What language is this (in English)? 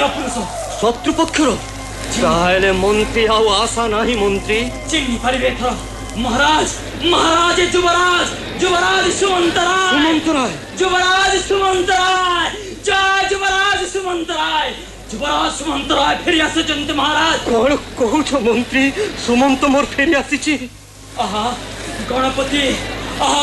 Odia